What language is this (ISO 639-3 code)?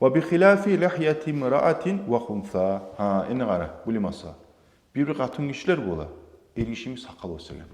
kum